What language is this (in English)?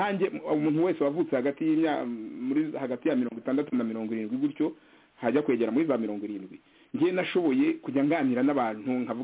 Kinyarwanda